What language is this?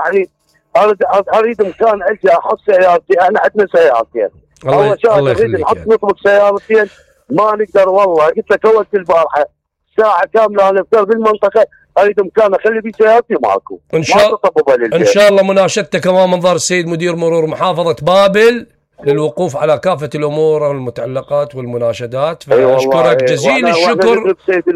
Mesopotamian Arabic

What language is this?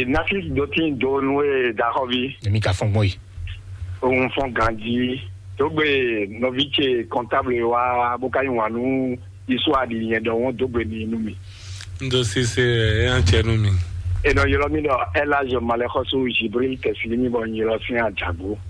Fon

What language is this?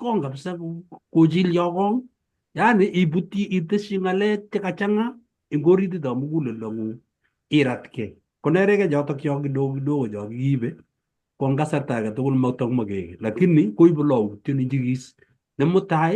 Kalenjin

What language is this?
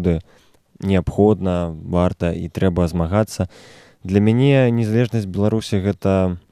Belarusian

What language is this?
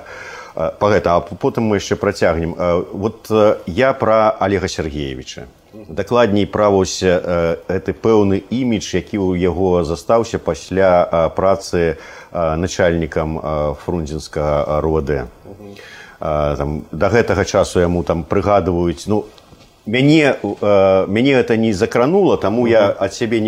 Belarusian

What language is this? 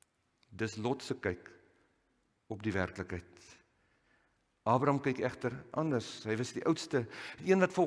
Afrikaans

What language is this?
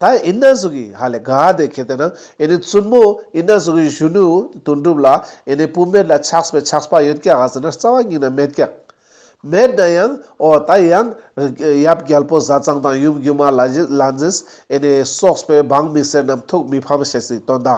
Ladakhi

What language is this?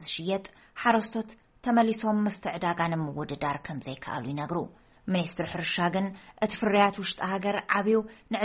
Tigrinya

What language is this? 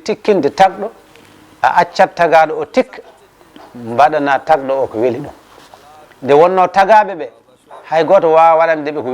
Fula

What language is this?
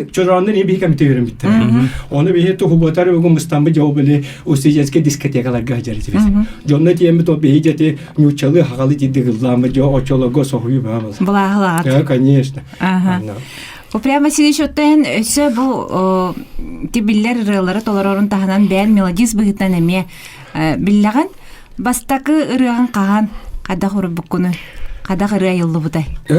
Yakut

